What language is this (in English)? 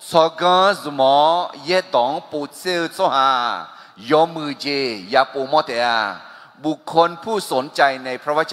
Akha